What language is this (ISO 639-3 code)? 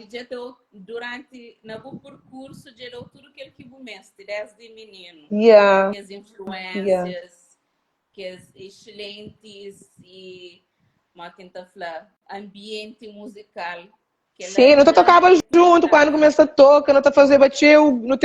kea